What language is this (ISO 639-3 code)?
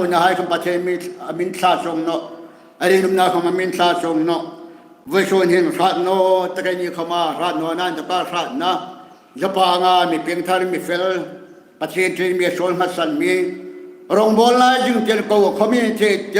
hmr